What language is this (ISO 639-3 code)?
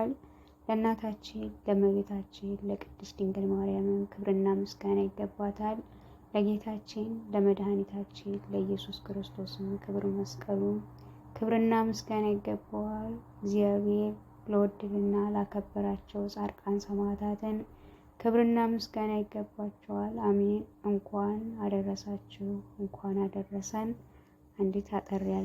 amh